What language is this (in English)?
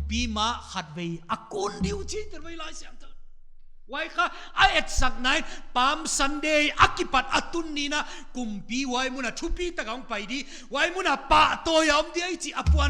Paite Chin